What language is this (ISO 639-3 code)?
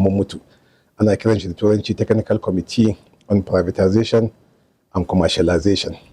hau